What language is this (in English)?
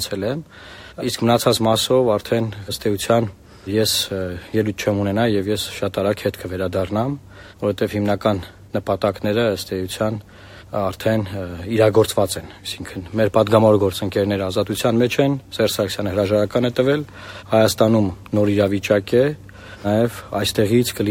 Armenian